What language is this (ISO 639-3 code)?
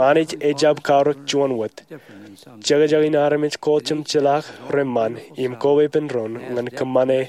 mah